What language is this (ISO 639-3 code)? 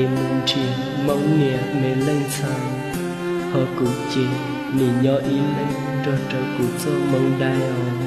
hmn